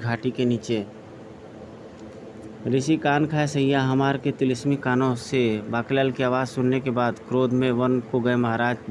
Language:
Hindi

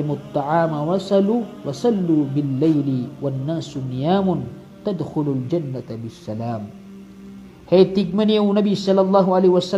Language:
Maranao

